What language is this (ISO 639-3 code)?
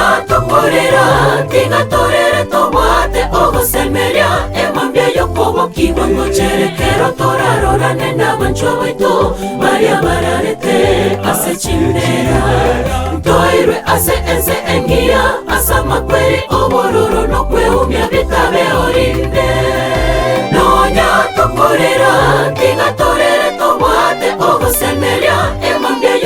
guz